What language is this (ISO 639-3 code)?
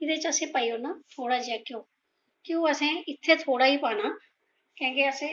doi